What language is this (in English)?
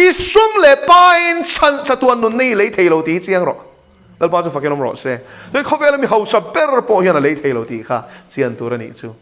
Mizo